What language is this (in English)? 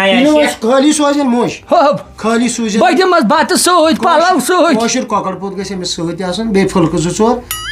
Kashmiri